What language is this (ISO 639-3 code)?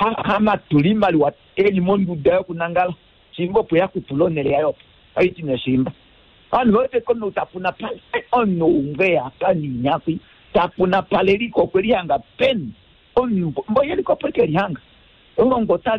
kua